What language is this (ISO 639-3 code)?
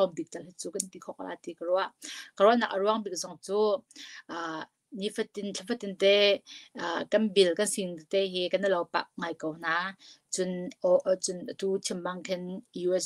cnh